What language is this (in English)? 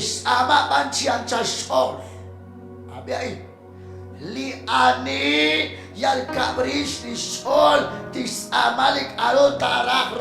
Kekchí